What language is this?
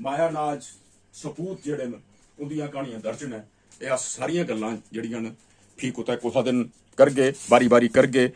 Dogri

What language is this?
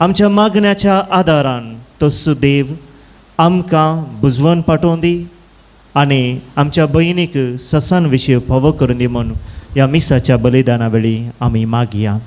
Konkani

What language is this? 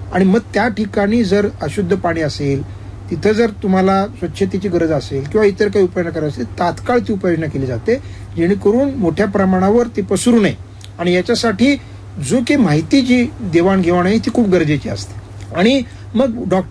Marathi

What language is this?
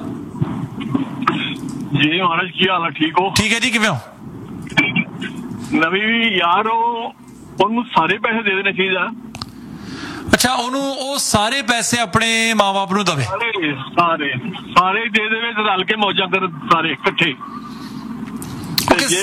Punjabi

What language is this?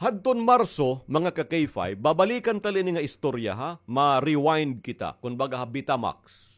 Waray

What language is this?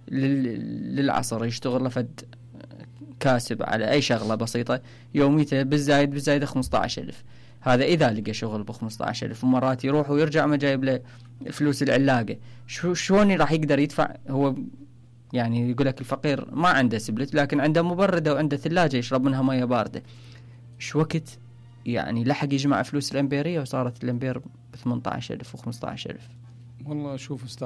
Mesopotamian Arabic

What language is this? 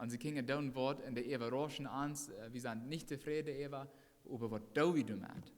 Plautdietsch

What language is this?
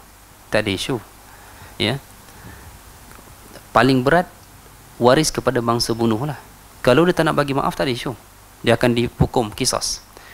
Malay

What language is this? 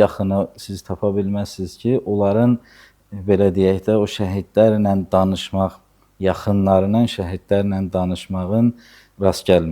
Azerbaijani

